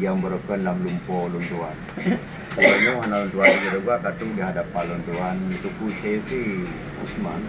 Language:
Achinese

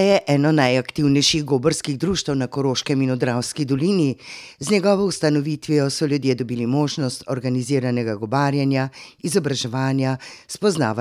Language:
Slovenian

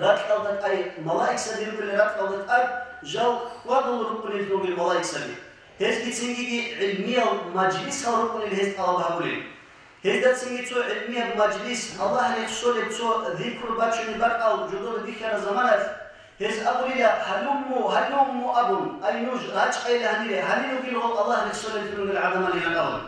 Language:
Avaric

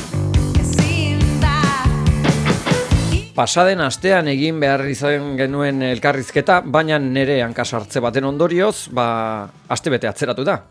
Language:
Basque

